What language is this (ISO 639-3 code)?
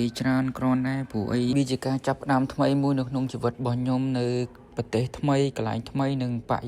khm